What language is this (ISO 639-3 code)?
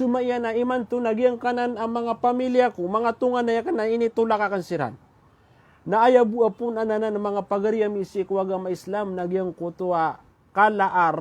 mrw